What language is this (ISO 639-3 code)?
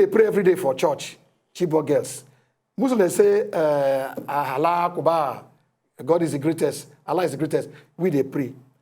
pcm